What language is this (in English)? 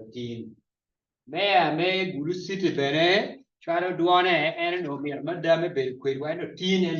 Acoli